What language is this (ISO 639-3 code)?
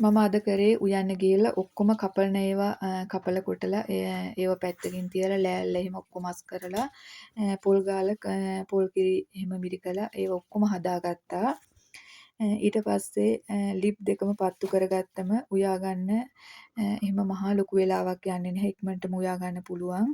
sin